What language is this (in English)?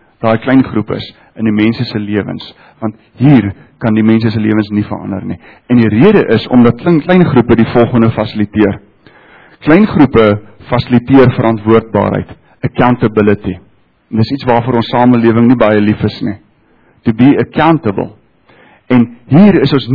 Afrikaans